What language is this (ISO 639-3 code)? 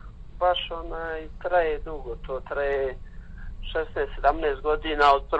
hrv